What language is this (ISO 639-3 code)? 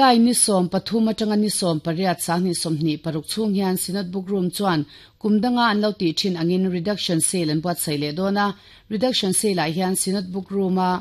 lus